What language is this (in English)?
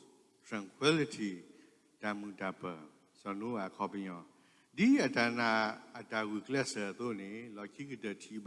S'gaw Karen